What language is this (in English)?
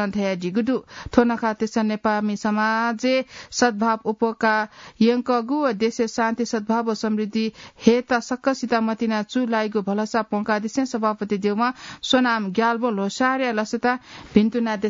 Newari